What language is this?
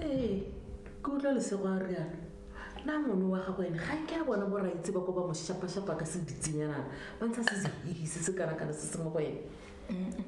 Tswana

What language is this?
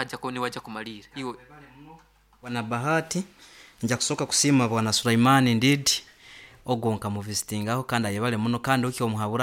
Nyoro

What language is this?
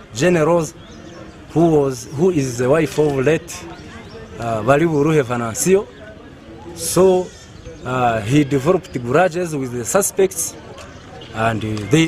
Nyankole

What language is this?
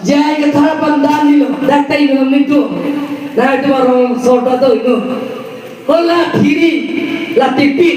Karbi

